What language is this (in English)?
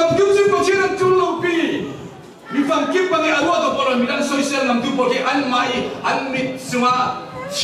Falam Chin